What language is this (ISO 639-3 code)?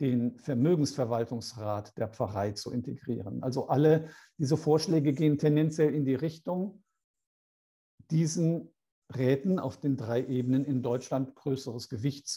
deu